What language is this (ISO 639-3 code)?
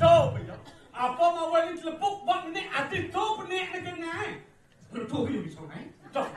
ban